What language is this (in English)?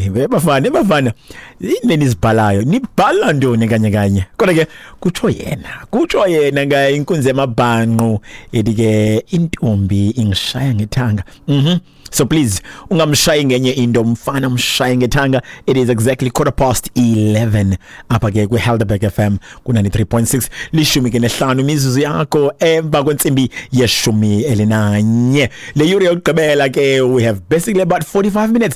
Xhosa